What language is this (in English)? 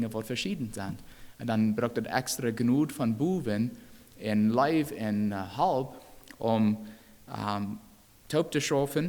Plautdietsch